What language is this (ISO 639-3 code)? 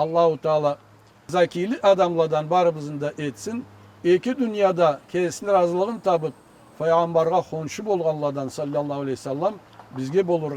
krc